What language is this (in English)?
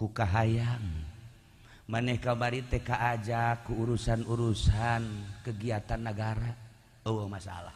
Sundanese